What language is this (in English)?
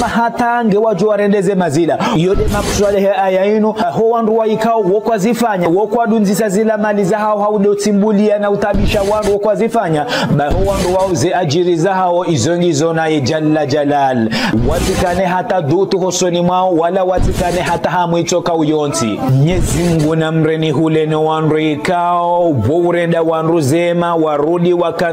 Ngazidja Comorian